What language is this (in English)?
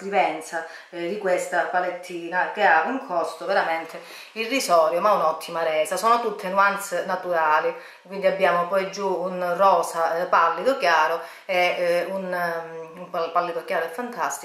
Italian